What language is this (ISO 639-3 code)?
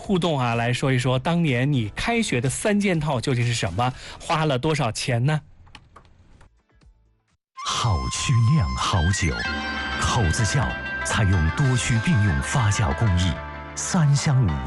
zho